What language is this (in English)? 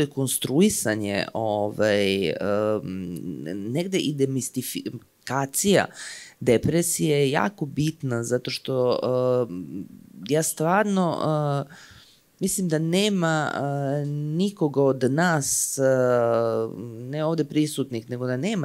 Serbian